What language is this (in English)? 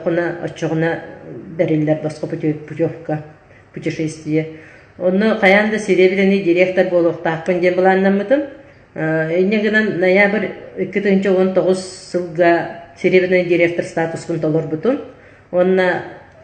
Yakut